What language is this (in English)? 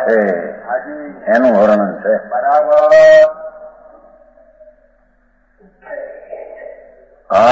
Gujarati